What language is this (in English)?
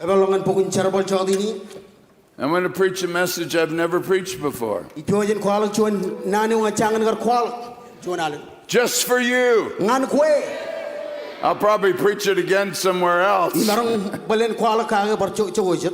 Marshallese